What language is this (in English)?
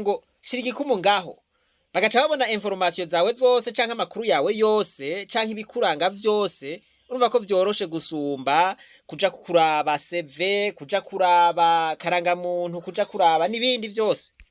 Rundi